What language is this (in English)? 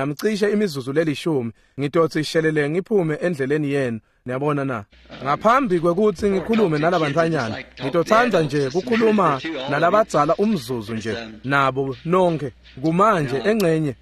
Swati